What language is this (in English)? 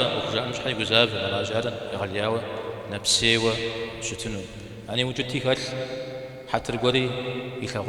Kabardian